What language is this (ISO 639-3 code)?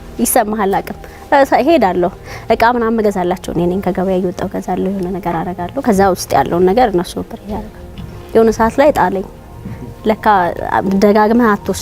amh